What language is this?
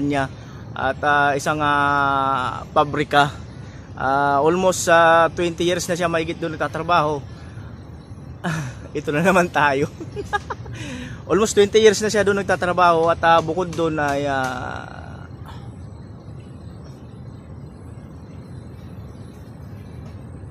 Filipino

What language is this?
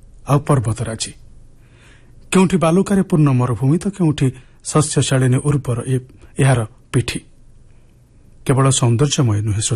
Odia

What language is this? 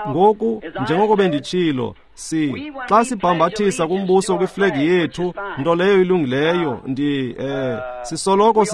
Xhosa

